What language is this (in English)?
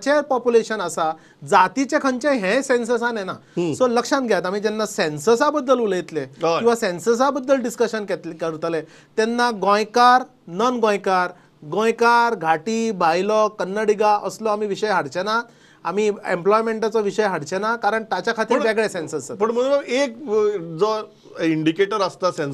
Konkani